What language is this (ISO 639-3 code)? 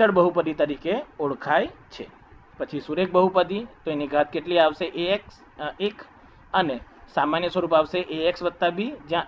guj